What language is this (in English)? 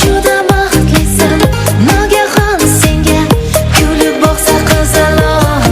Kara-Kalpak